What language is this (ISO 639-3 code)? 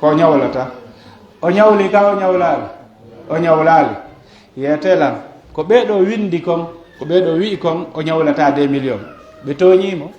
fuf